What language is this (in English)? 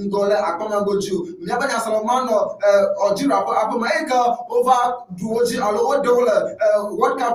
Ewe